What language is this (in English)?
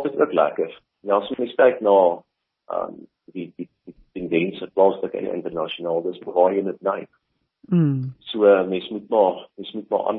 Afrikaans